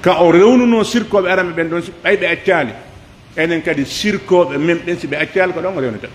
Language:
Pular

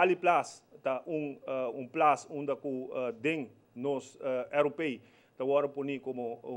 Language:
Papiamento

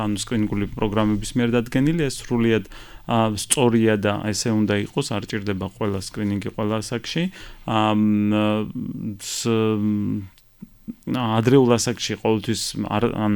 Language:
Georgian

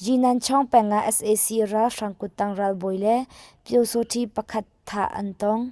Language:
Hakha Chin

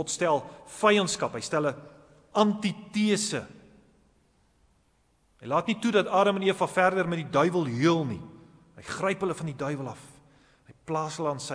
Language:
Afrikaans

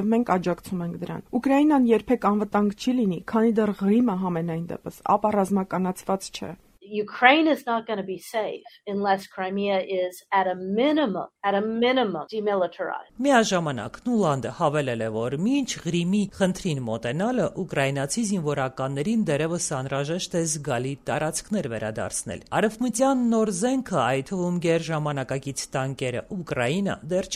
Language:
Armenian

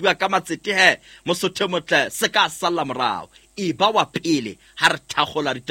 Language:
Southern Sotho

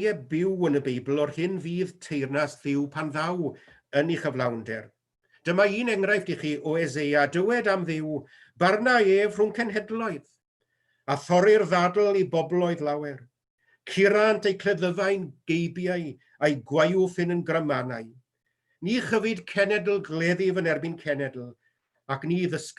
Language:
Welsh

